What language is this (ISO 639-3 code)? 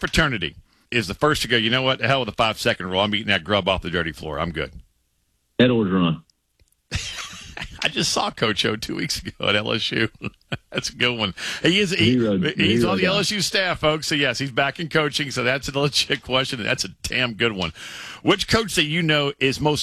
eng